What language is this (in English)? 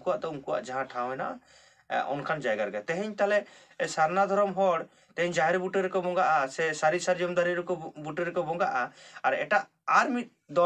Santali